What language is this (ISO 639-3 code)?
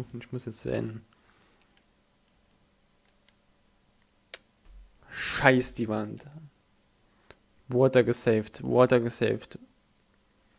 deu